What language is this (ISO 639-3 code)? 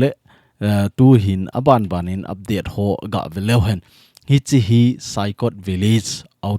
tcz